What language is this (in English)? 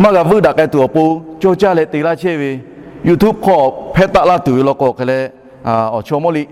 Lahu